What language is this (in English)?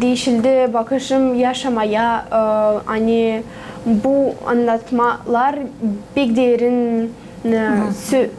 Gagauz